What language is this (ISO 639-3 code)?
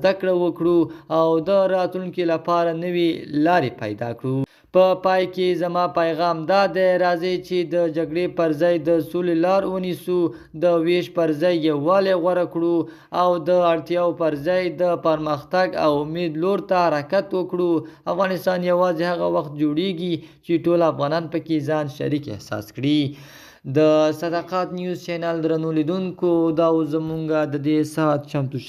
pus